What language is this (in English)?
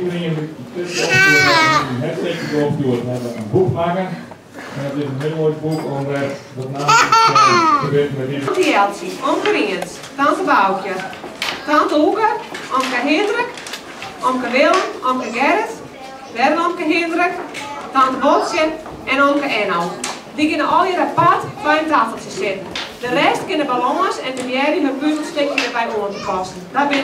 Western Frisian